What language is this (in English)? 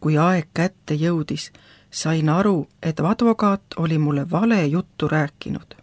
Estonian